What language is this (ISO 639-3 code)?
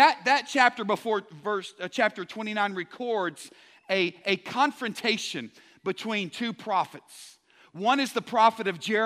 eng